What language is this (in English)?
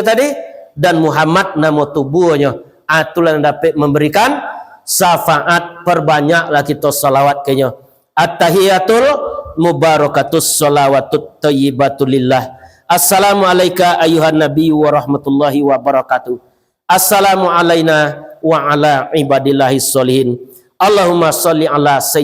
Minangkabau